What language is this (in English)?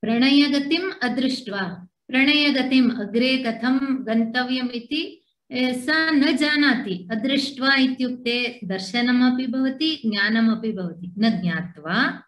Sanskrit